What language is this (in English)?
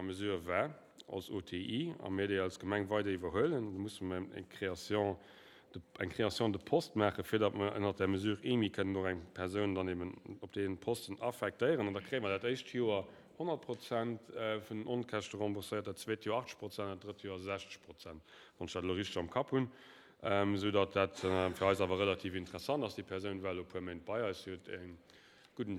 Luxembourgish